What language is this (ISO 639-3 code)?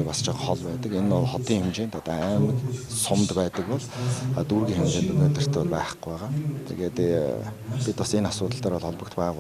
mon